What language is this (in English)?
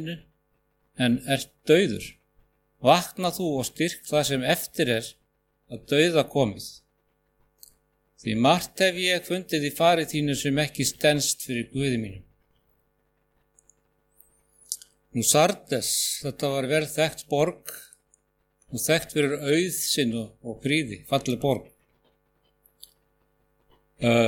Icelandic